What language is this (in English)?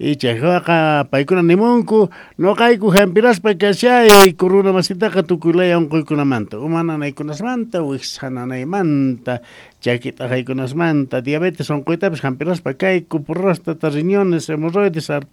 South Bolivian Quechua